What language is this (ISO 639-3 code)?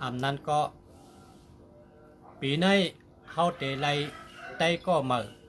shn